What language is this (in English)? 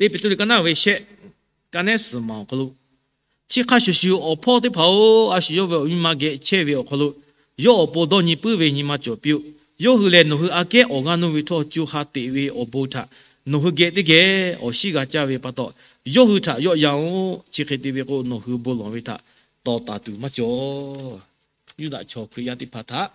Lahu